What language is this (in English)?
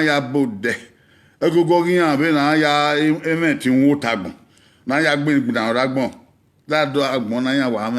Bini